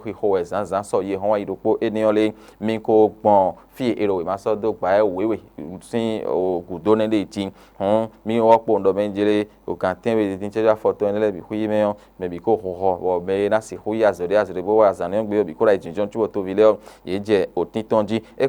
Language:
Fon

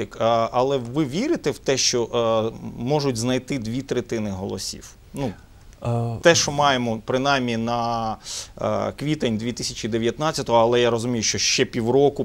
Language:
Ukrainian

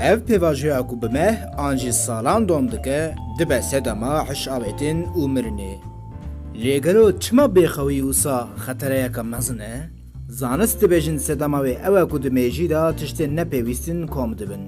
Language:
Kurdish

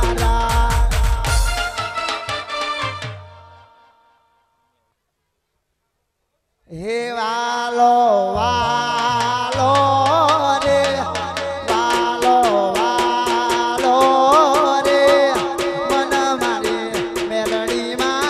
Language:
Gujarati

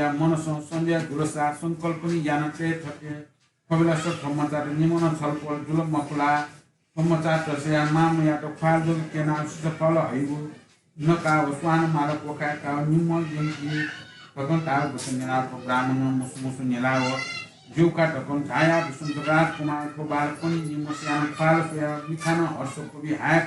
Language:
Newari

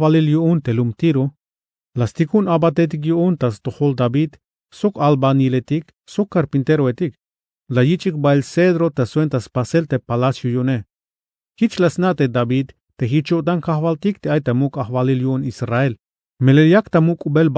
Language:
Tzeltal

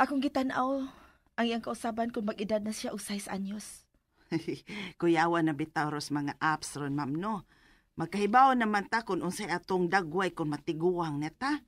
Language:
Cebuano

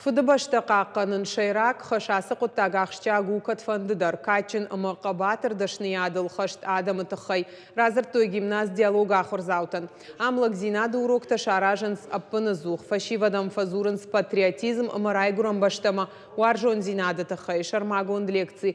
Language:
Ossetic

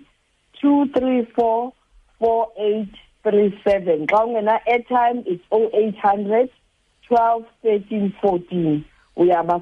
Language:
Xhosa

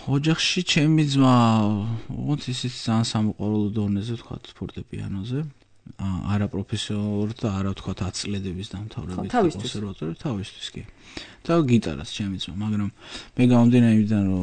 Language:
Georgian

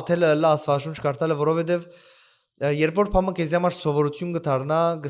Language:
Western Armenian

